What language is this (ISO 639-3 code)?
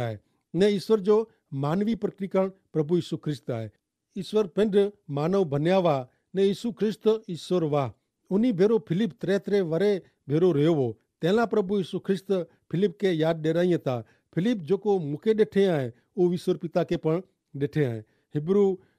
kfr